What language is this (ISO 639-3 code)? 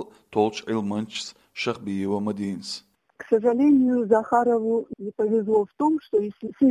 che